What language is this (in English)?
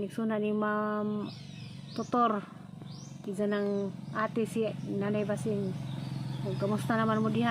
Cebuano